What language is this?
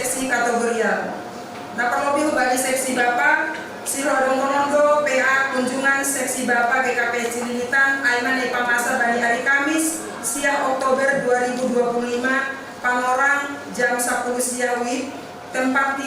Batak Simalungun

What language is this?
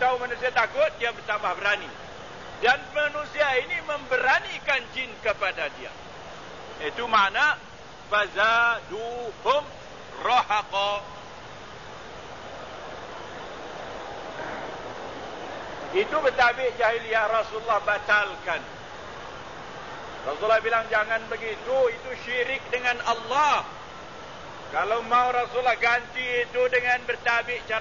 Malay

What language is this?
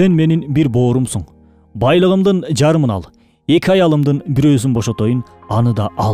Kyrgyz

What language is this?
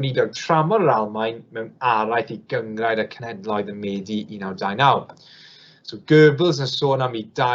Welsh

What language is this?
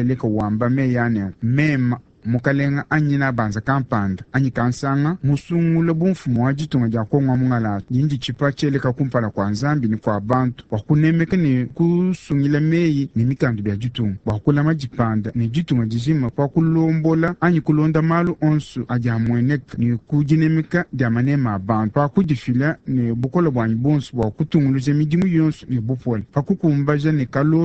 Luba-Lulua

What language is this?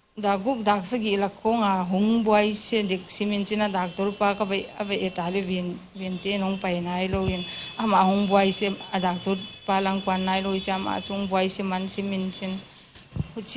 Paite Chin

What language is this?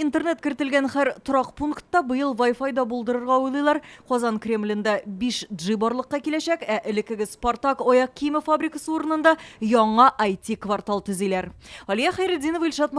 Tatar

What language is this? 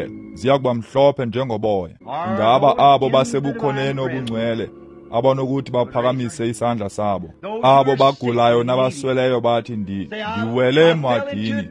Xhosa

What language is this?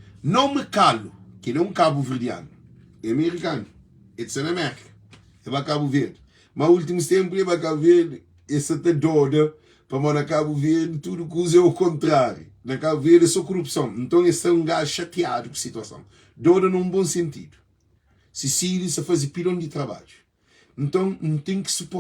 Kabuverdianu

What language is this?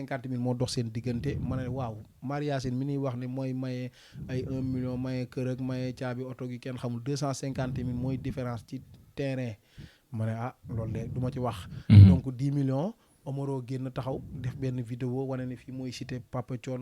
Wolof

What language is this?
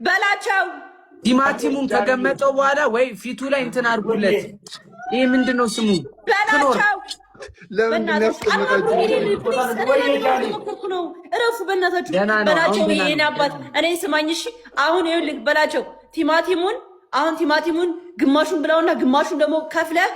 Amharic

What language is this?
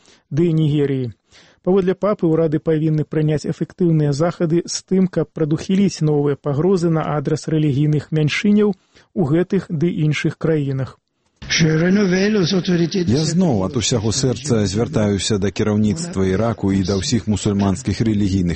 Belarusian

